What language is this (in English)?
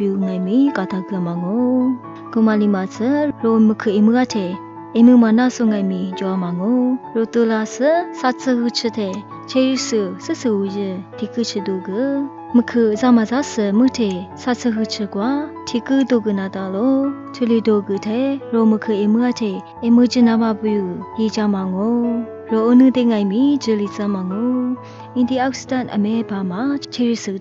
Lisu